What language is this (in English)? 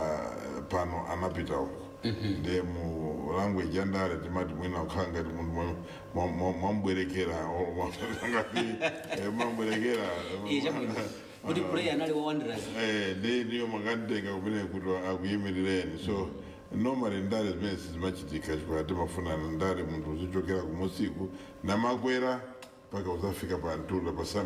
Nyanja